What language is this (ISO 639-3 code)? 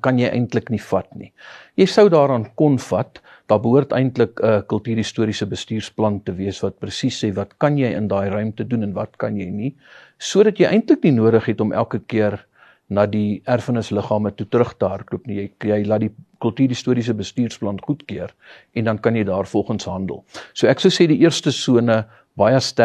afr